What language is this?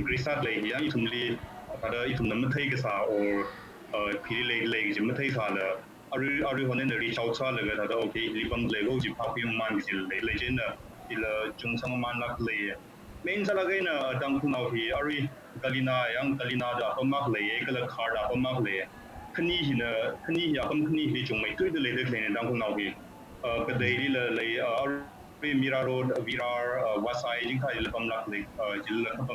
Tangkhul Naga (India)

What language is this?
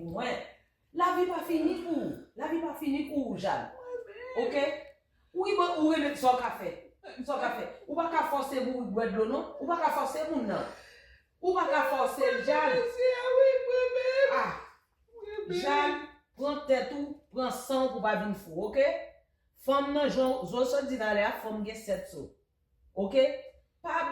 Haitian Creole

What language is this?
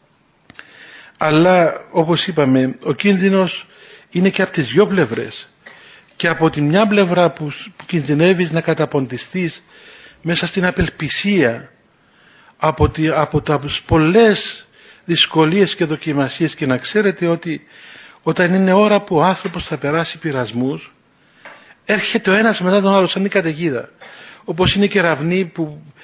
Greek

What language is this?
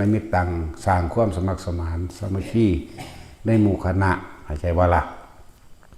Northeastern Thai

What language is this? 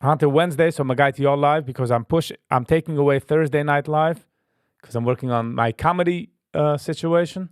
Yiddish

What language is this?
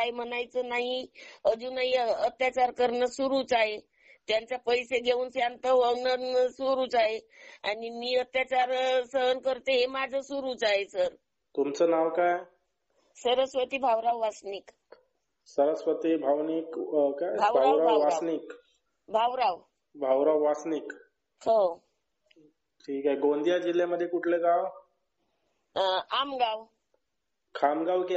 Marathi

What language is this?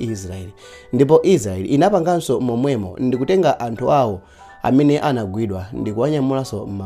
Nyanja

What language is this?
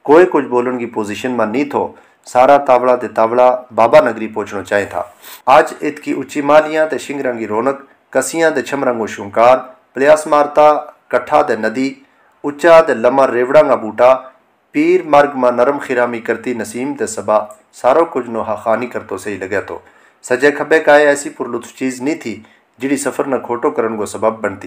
Gujari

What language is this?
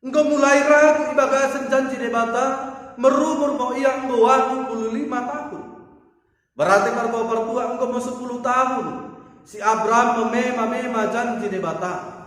Batak Dairi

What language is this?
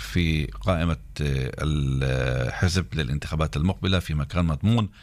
Arabic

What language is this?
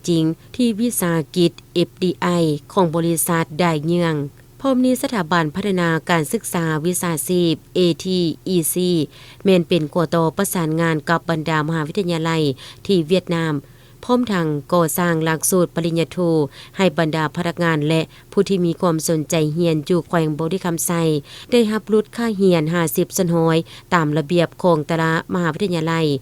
Lao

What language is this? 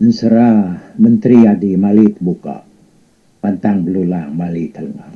Iban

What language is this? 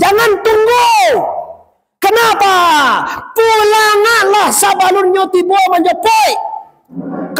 Minangkabau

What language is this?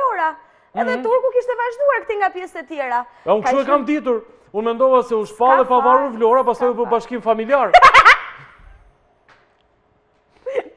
Albanian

